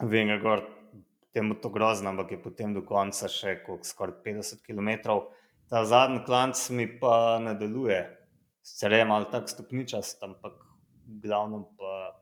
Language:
Slovenian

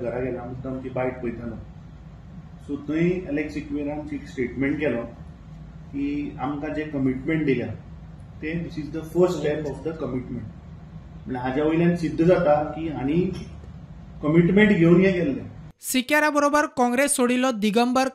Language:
Konkani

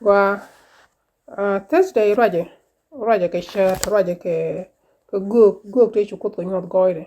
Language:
Nuer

